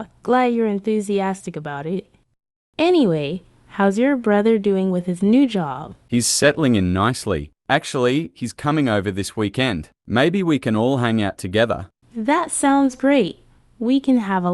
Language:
English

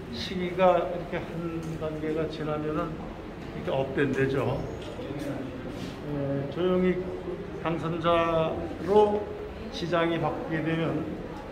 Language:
Korean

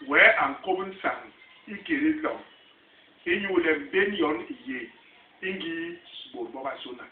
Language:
Basaa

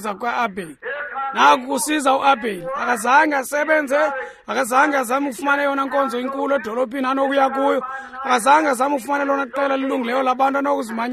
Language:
Xhosa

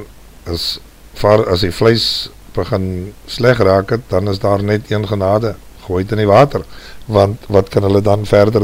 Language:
Afrikaans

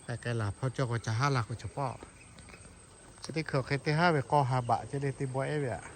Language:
Lahu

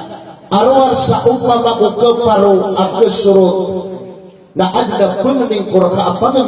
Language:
Maranao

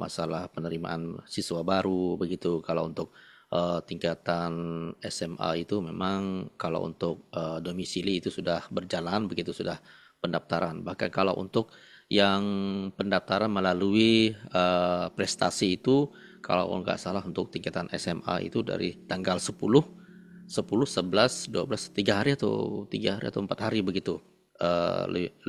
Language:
Indonesian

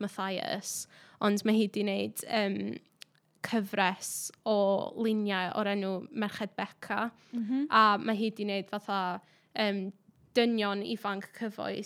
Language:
Welsh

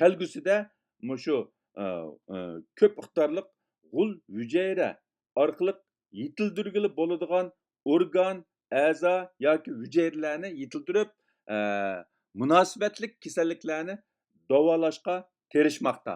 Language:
Uyghur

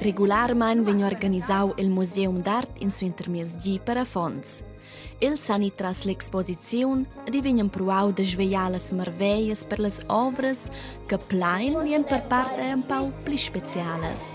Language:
Romansh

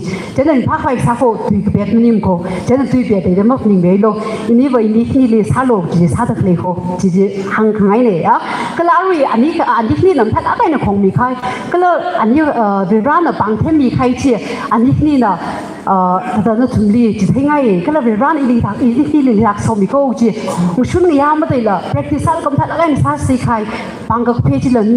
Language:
Tangkhul Naga (India)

